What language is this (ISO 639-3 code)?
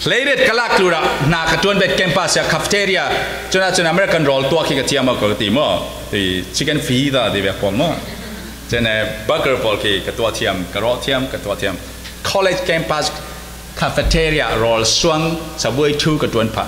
cfm